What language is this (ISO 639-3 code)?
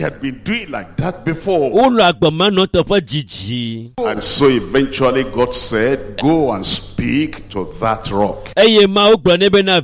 ewe